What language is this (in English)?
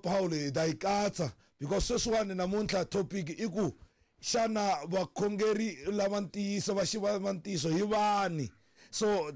Tsonga